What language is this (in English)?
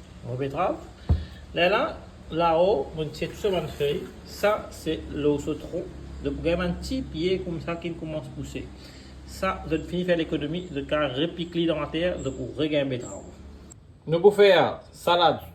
Morisyen